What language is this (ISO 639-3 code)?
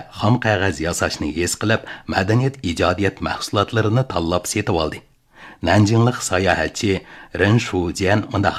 uig